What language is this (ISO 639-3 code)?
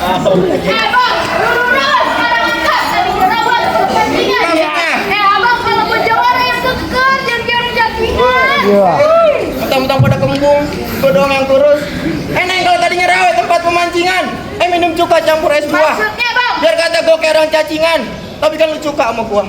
bew